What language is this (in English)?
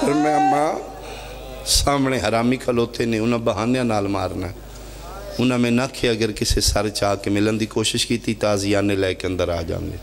Pahari-Potwari